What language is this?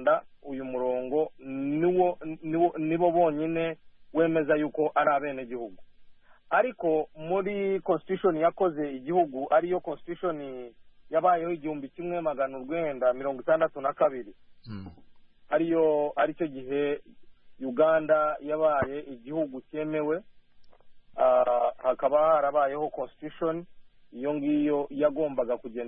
Kinyarwanda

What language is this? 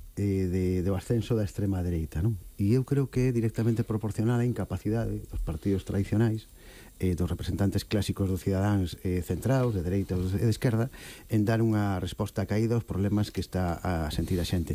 Galician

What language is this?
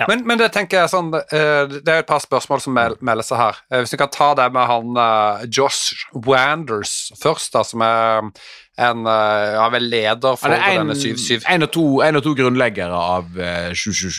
Norwegian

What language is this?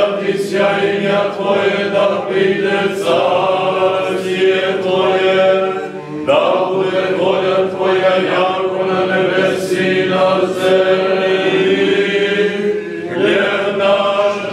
Serbian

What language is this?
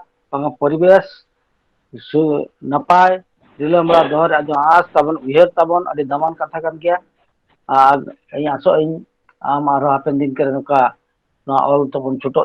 Santali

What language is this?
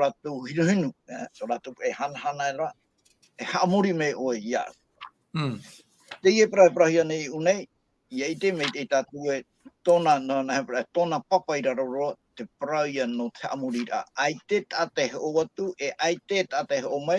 Tahitian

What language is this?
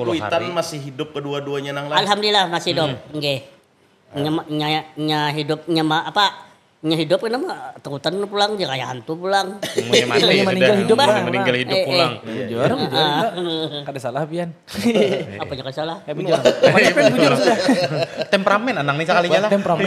Banjar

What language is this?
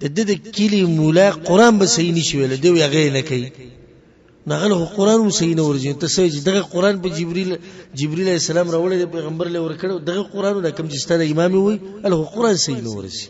Pashto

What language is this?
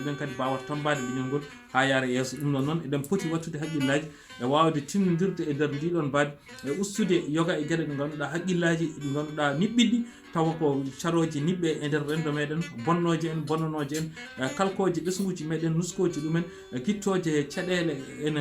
Fula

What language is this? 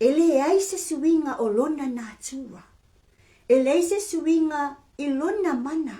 Samoan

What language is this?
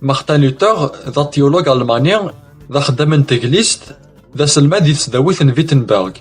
Kabyle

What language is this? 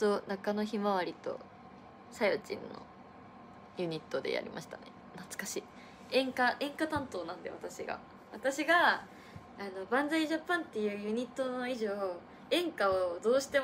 Japanese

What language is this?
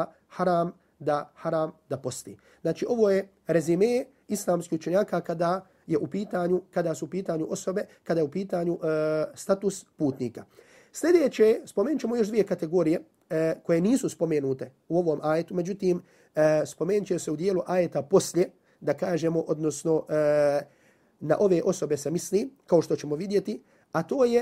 Bosnian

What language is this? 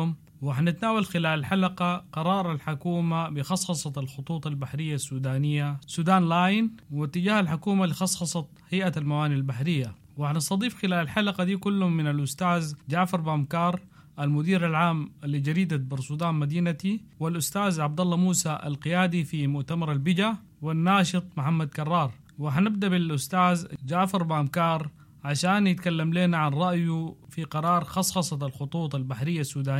Sudanese Arabic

